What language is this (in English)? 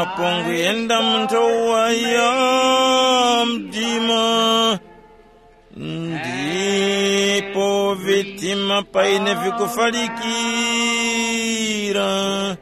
Tumbuka